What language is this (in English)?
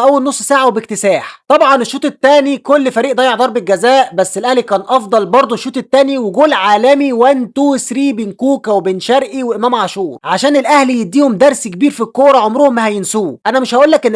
Egyptian Arabic